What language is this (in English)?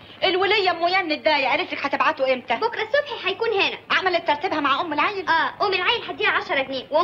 Egyptian Arabic